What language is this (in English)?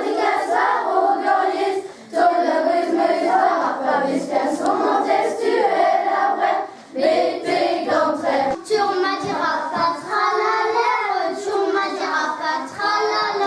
Breton